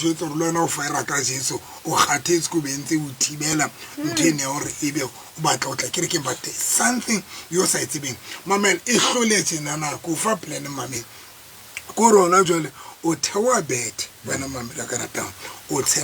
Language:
Southern Sotho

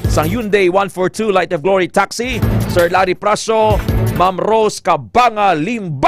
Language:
Hiligaynon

